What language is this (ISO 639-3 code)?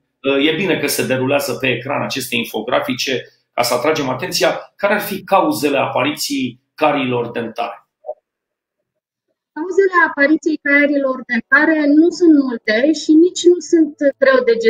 ron